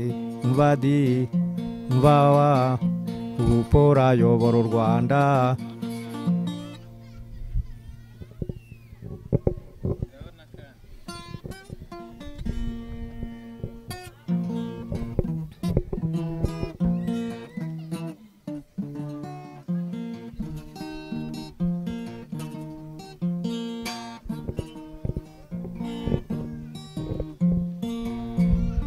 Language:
Kinyarwanda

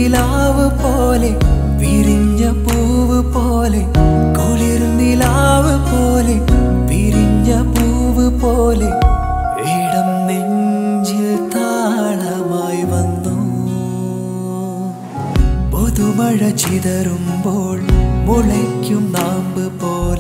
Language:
Malayalam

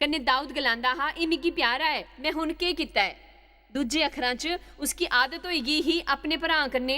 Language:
Dogri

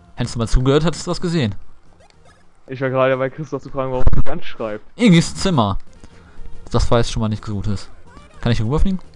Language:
German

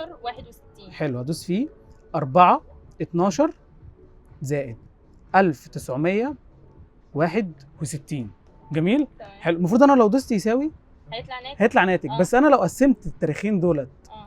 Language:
Egyptian Arabic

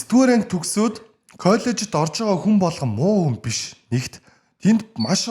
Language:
Mongolian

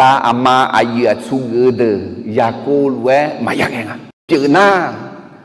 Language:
Akha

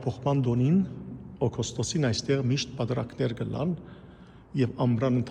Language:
Western Armenian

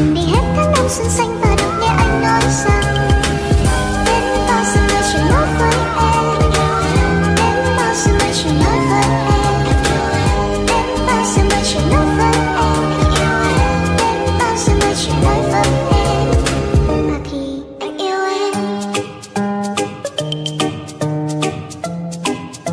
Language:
Vietnamese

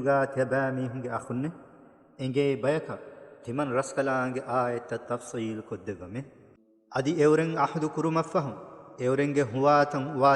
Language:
Divehi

